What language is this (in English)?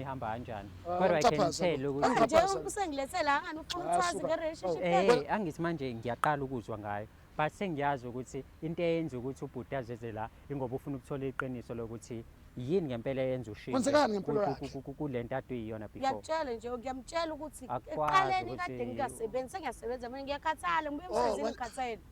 Zulu